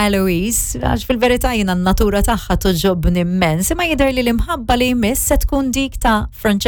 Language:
Maltese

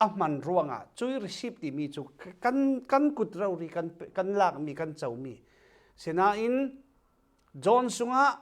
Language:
Falam Chin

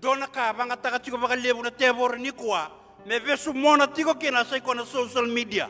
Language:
Fijian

